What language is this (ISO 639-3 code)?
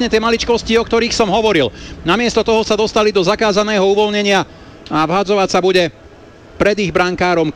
slk